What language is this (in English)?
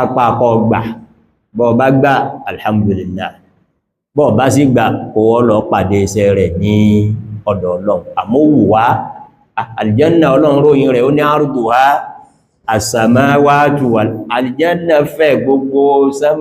Yoruba